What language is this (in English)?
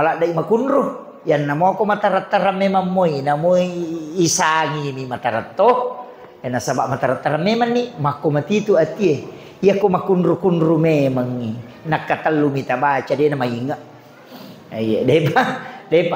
Buginese